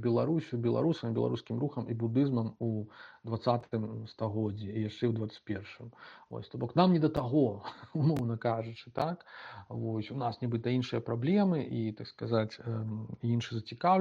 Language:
Belarusian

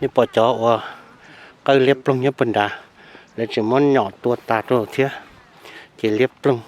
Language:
Hmong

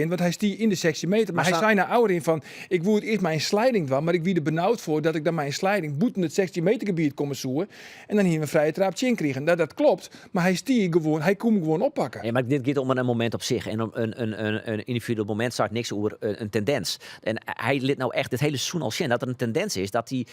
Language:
Western Frisian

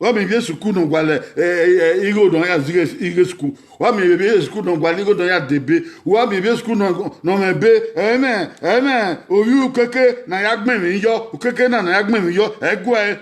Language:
Bini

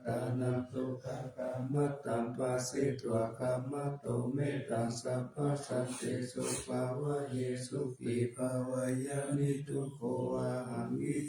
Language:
Pali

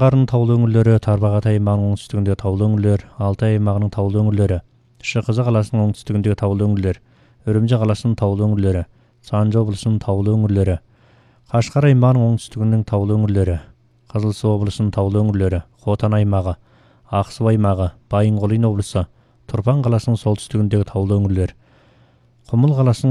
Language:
Kazakh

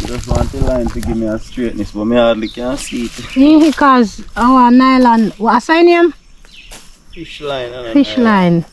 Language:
Jamaican Creole English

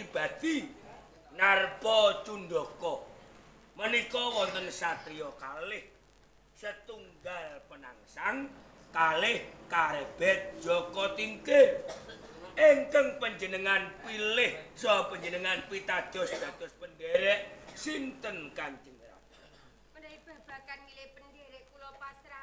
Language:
Javanese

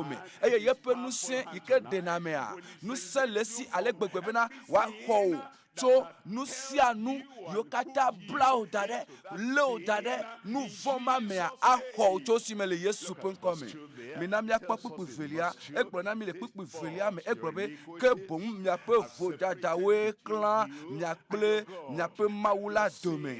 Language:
Ewe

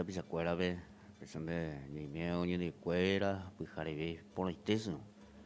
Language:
Guarani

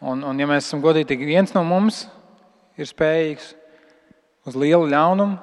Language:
Latvian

